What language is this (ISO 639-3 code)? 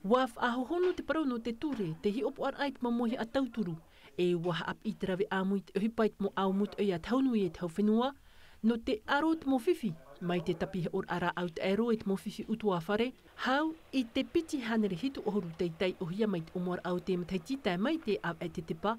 tah